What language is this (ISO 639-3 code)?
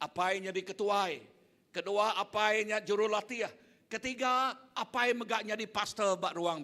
iba